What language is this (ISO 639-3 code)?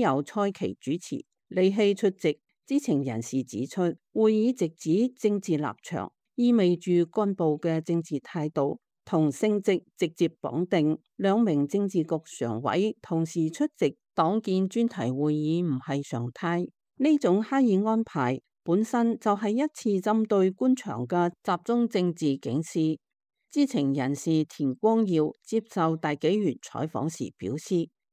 yue